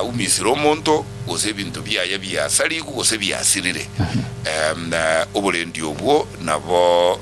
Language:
Gusii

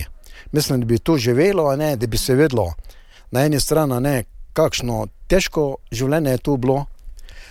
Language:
Slovenian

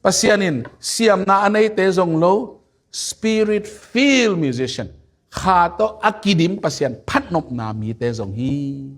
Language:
Tedim Chin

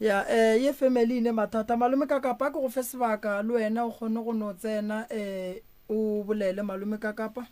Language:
Northern Sotho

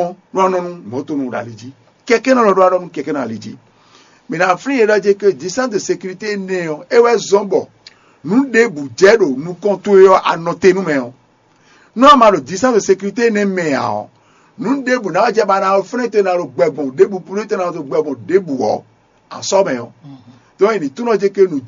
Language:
Fon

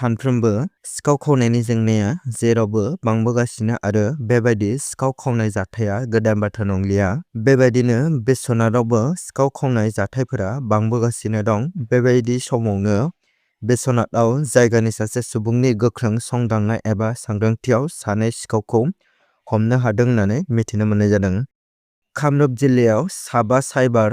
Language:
Bodo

